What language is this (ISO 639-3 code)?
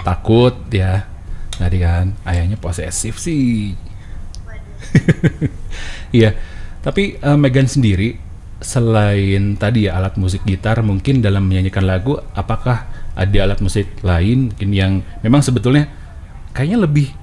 ind